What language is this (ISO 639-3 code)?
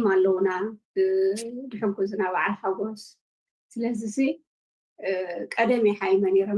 tir